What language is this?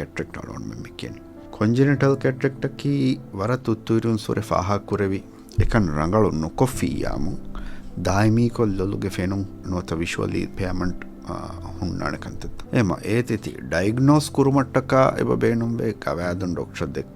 Divehi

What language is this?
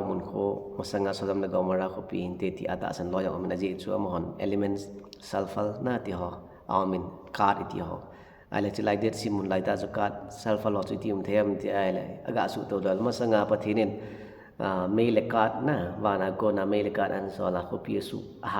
Thado Chin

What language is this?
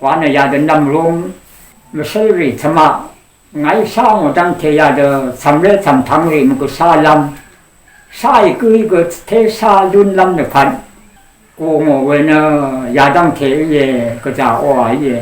Rawang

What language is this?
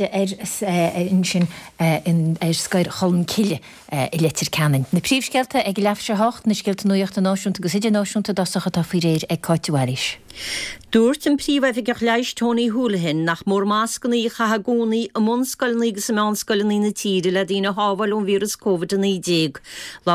Irish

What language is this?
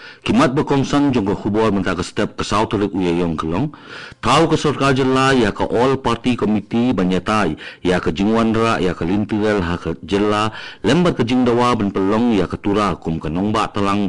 Khasi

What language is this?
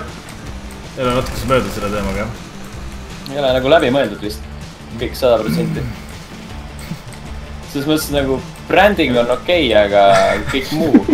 Estonian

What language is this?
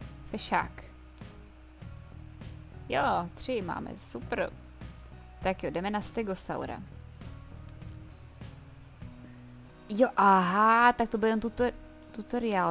Czech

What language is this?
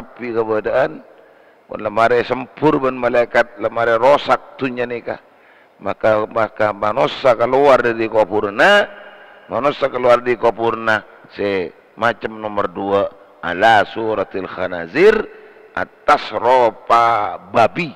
Madurese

